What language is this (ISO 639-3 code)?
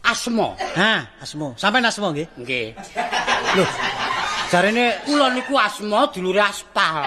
jav